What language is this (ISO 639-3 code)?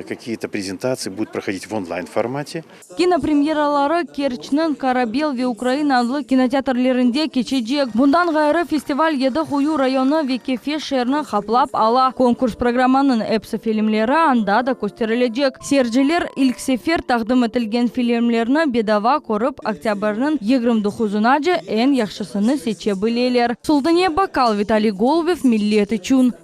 crh